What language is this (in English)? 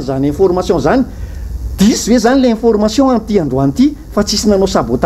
Malagasy